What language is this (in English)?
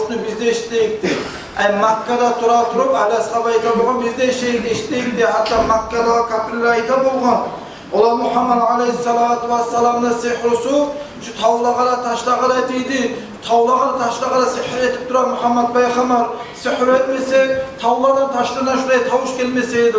Kumyk